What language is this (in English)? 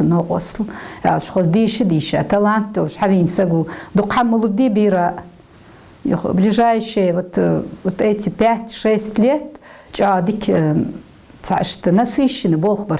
Ingush